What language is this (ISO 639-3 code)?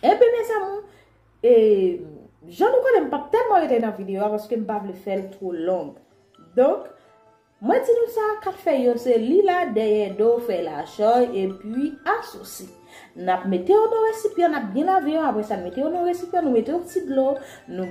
hat